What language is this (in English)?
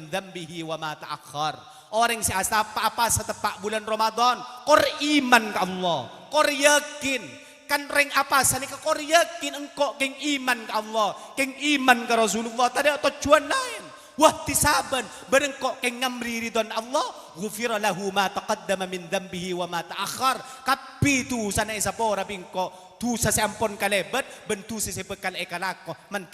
Madurese